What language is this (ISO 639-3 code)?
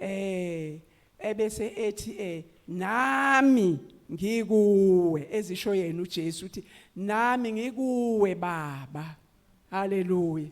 zul